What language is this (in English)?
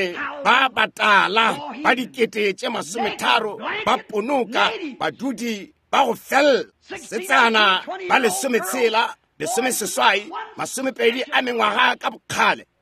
Northern Sotho